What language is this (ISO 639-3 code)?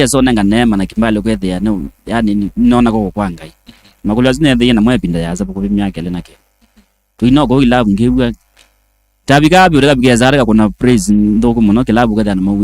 kam